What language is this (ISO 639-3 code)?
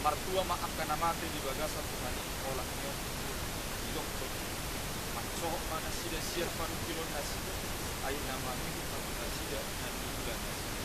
bbc